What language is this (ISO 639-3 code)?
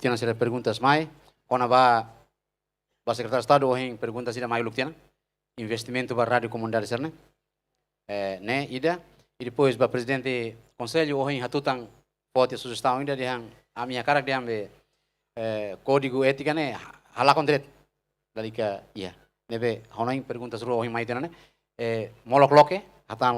tet